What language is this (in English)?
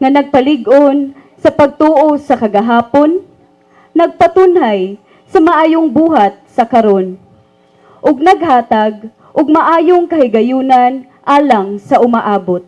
Cebuano